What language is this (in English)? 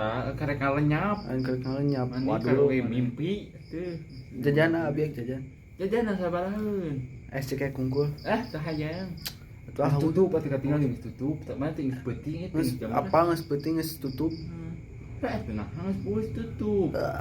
Sundanese